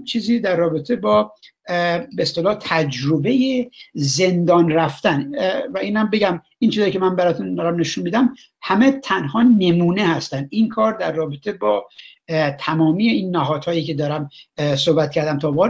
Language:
Persian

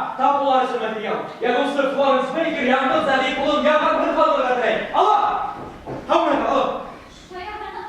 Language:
Bashkir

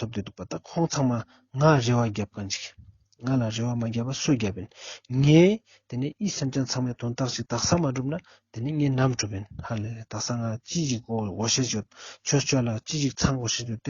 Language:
Ladakhi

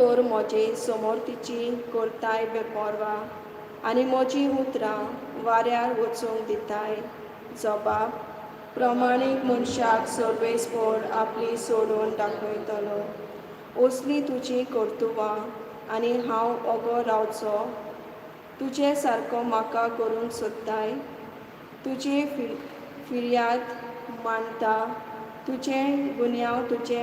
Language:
Konkani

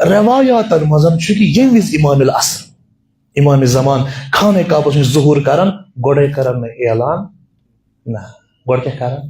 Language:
Kashmiri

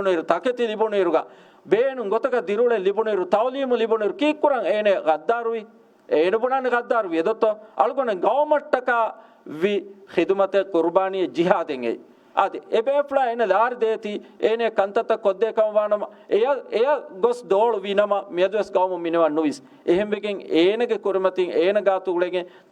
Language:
Divehi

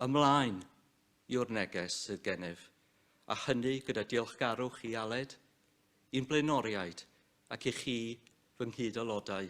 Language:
Welsh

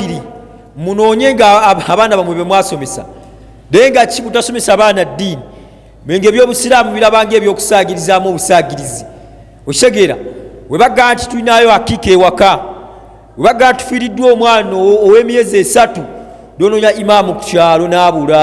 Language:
Ganda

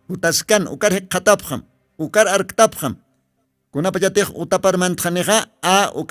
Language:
Aymara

